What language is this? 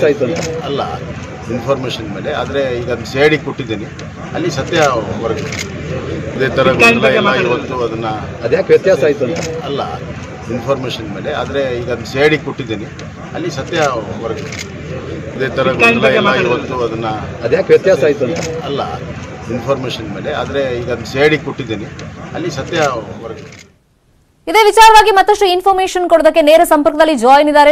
Kannada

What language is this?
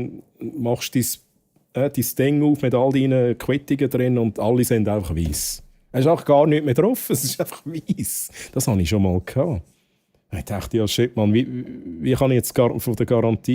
Swiss German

